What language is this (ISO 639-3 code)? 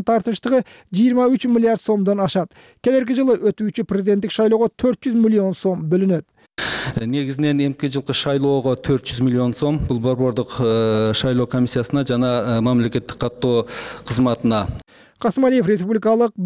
kir